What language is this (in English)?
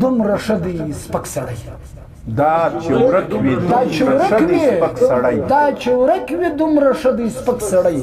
Pashto